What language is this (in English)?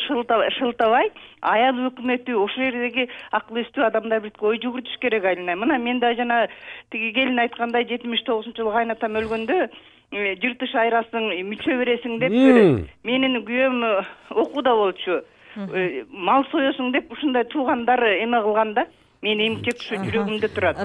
Kyrgyz